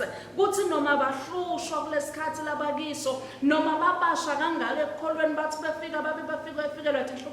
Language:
Swati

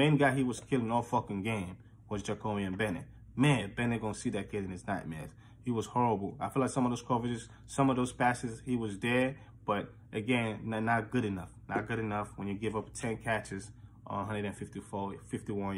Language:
English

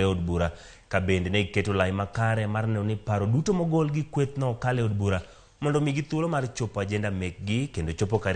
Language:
Luo (Kenya and Tanzania)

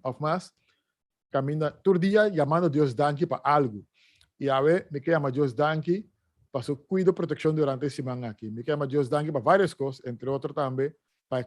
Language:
Papiamento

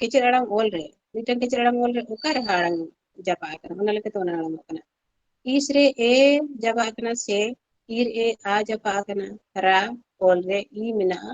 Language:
Santali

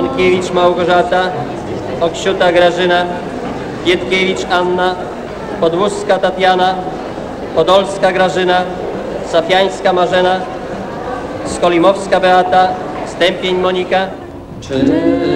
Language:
Polish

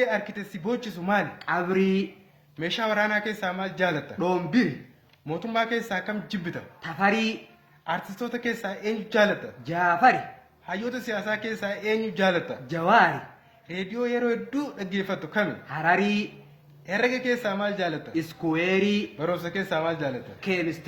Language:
Oromo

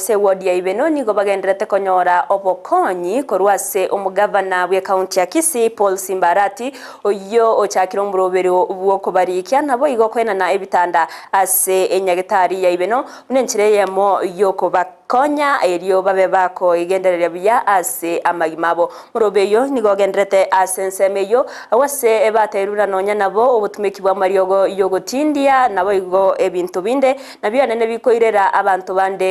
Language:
Gusii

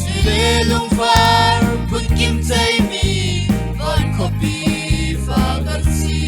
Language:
Falam Chin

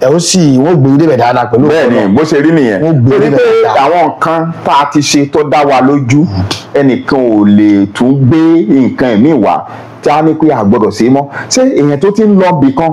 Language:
Yoruba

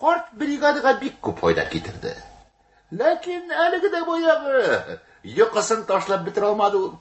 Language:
Tatar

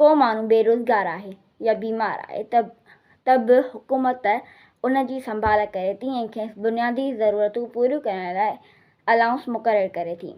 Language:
Sindhi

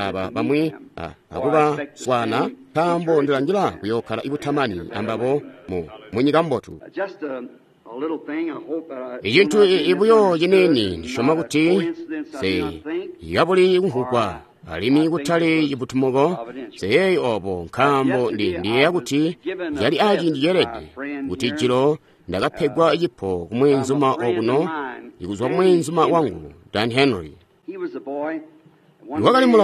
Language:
Tonga (Zambia)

